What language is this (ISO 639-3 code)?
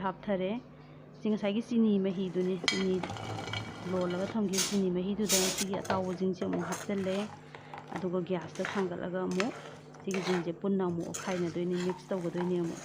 mni